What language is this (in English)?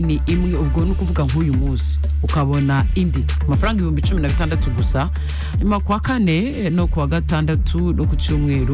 Kinyarwanda